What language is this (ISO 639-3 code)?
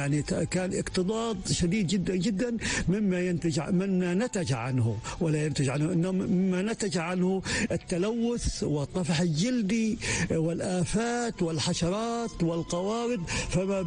ara